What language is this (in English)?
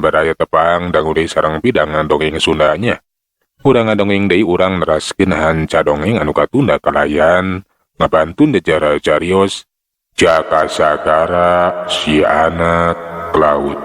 Sundanese